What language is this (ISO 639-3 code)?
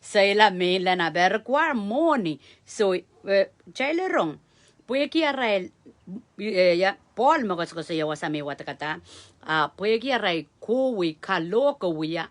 pon